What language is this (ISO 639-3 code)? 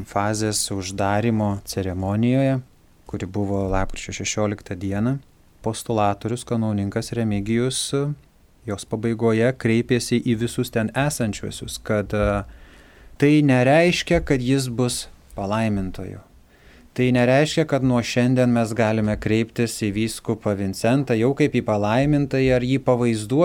lit